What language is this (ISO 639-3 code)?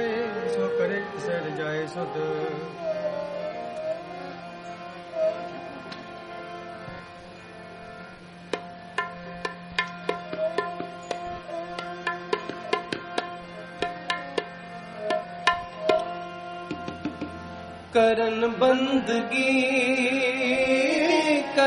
pan